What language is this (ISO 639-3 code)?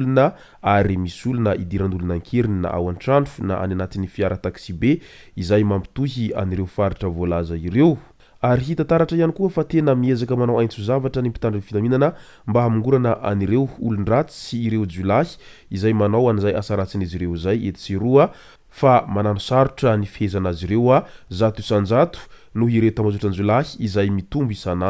mlg